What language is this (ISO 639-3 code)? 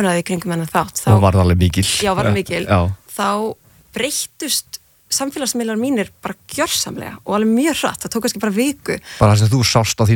isl